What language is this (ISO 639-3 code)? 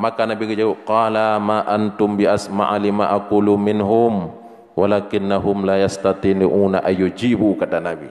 ace